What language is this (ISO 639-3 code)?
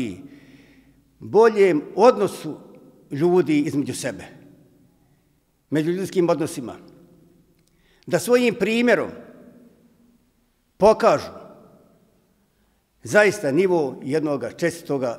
bos